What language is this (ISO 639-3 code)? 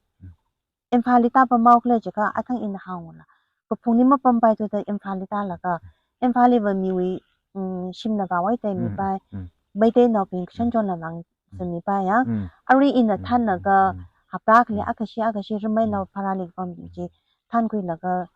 nmf